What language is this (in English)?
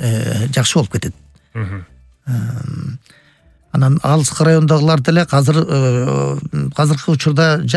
Kyrgyz